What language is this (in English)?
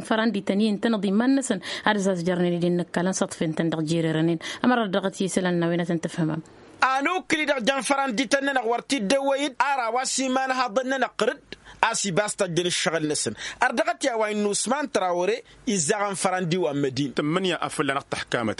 Tamasheq